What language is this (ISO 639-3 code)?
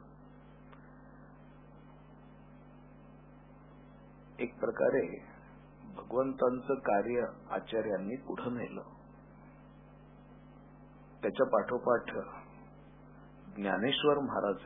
mar